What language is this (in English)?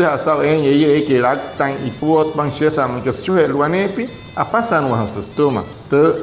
Wayuu